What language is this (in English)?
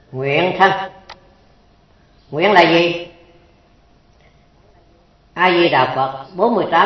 Vietnamese